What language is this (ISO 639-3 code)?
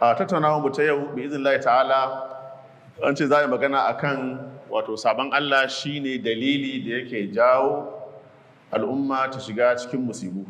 hau